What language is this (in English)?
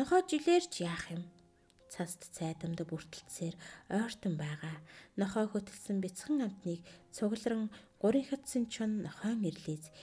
Mongolian